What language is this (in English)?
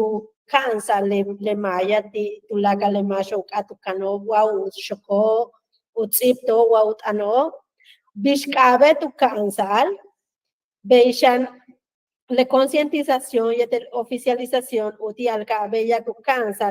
Yucateco